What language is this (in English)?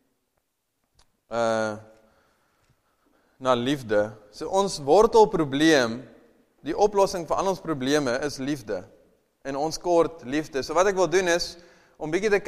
Afrikaans